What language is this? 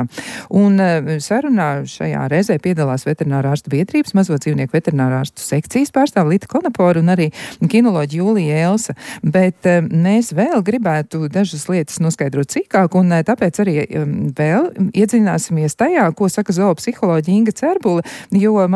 Latvian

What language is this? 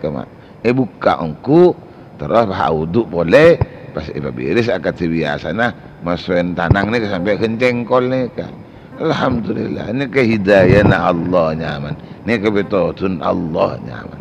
Madurese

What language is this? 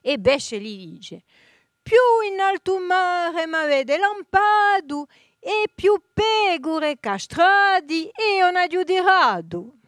Corsican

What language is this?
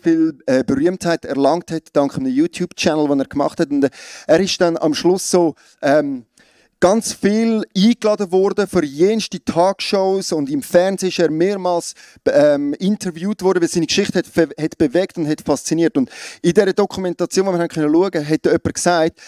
Swiss German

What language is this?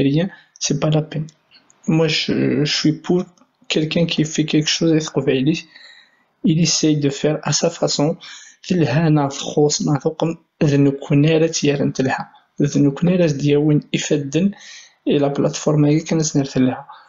Kabyle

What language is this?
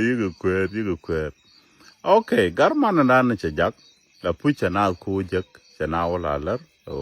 Nuer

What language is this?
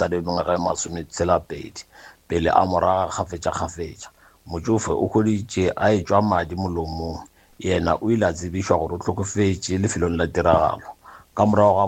Northern Sotho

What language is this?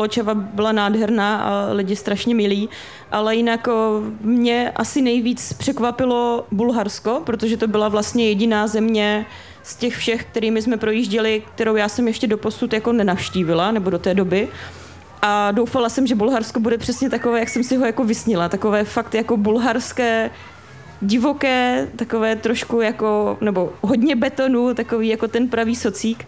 Czech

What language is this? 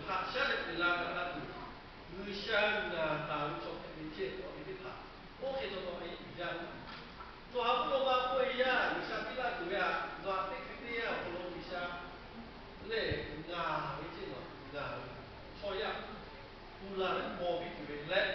Lahu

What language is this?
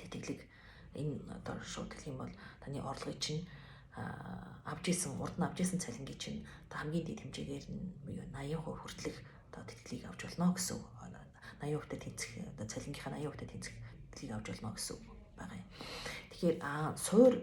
Mongolian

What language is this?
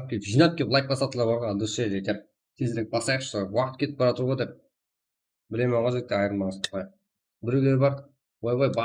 Kara-Kalpak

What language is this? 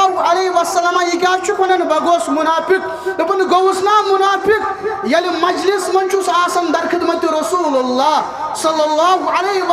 Kashmiri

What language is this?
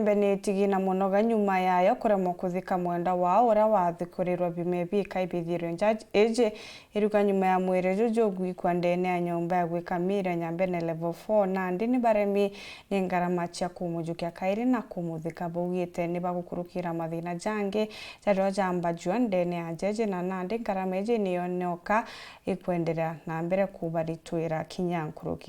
Meru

